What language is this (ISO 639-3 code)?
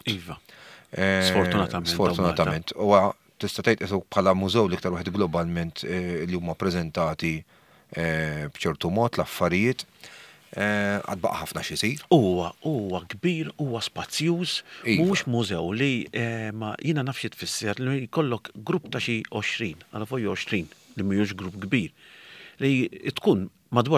mlt